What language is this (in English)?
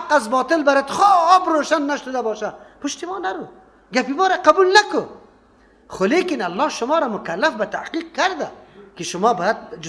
Persian